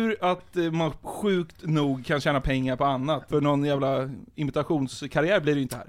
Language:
Swedish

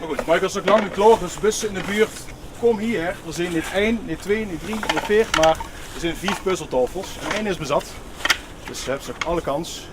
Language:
Limburgish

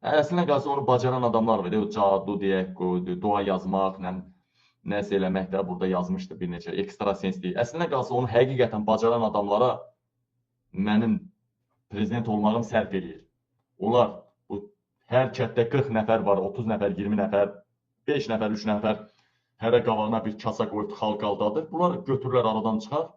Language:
Azerbaijani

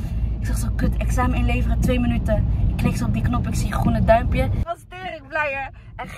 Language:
Dutch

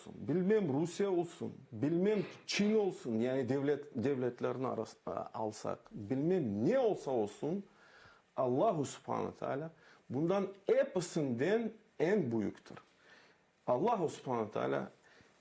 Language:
Crimean Tatar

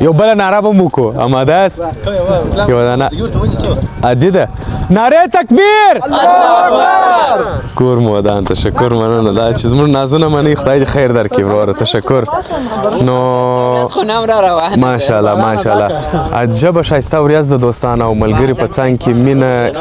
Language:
Pashto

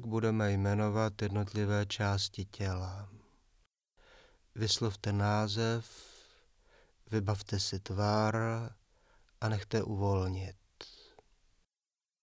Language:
Czech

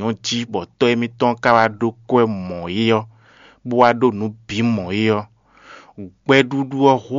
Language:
Fon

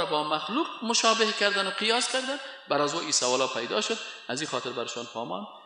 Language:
Persian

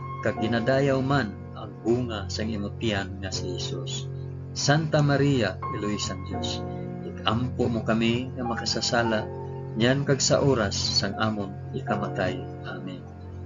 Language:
Hiligaynon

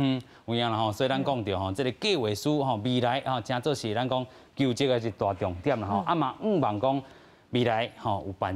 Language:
Min Nan Chinese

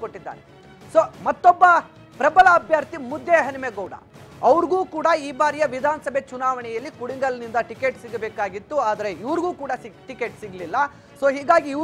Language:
Kannada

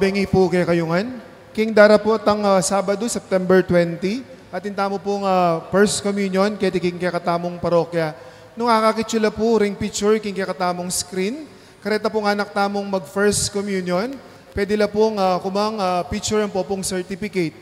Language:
Pampanga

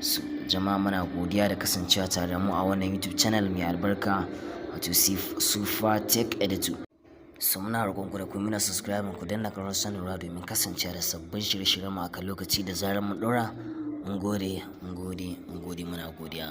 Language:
Hausa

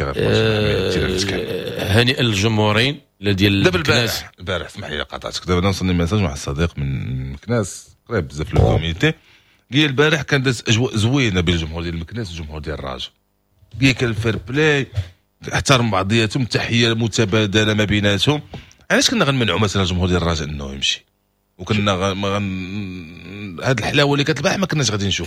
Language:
Moroccan Arabic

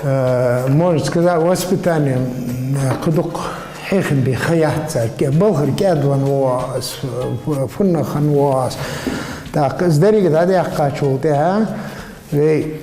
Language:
Ingush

